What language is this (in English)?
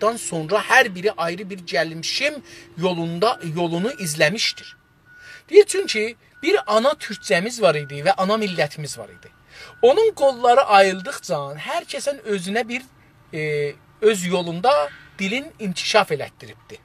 South Azerbaijani